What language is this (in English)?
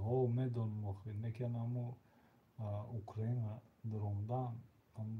Tajik